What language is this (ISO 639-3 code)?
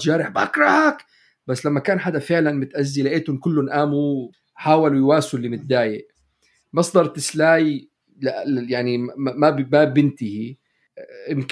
apc